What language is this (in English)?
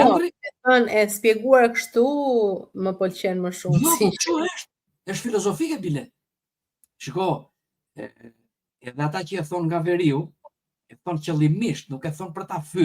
Albanian